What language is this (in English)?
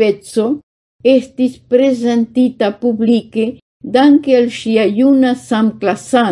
Esperanto